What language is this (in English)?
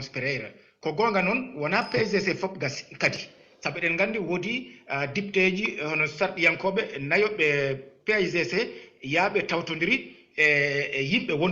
Fula